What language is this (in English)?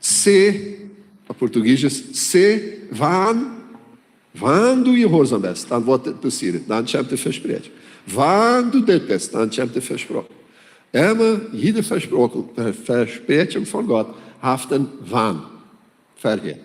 Plautdietsch